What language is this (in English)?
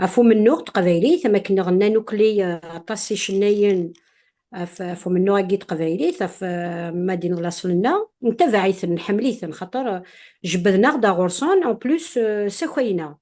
Kabyle